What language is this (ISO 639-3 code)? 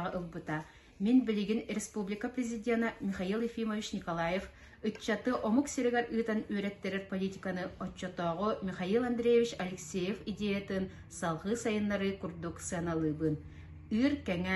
sah